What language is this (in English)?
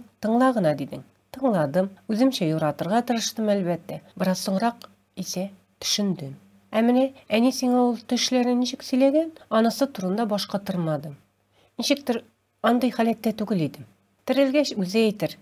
Tatar